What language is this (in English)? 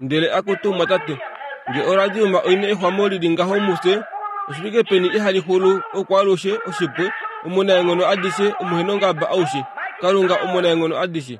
Kuanyama